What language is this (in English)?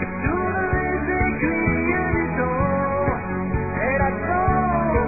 French